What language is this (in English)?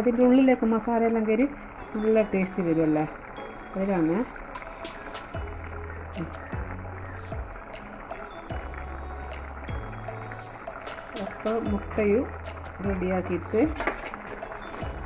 Malayalam